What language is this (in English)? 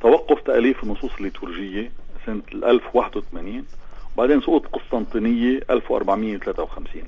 North Levantine Arabic